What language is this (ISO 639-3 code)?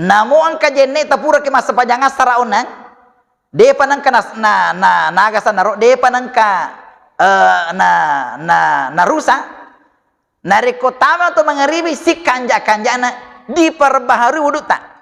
bug